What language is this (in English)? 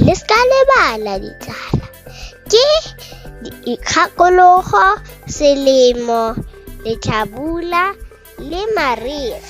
Tswana